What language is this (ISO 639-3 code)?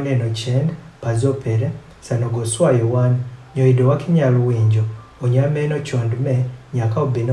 adh